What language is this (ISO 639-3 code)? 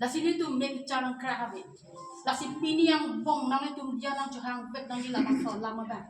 mjw